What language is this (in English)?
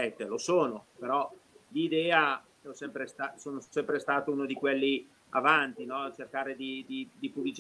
Italian